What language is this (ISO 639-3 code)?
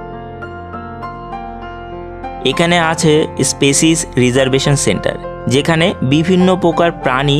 ben